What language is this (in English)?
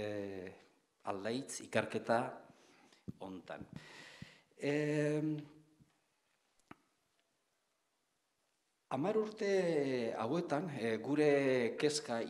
Basque